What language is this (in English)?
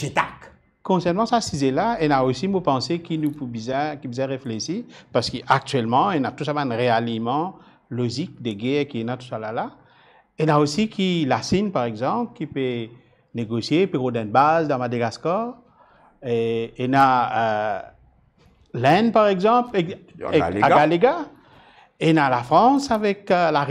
Morisyen